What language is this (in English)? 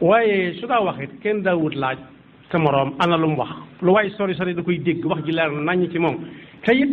Wolof